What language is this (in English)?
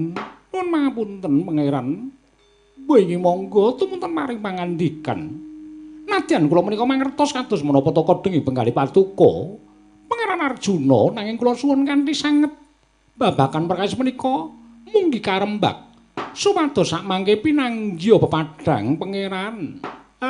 Javanese